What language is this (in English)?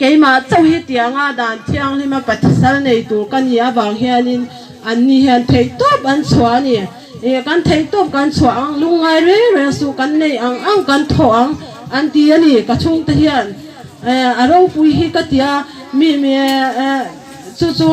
Hmar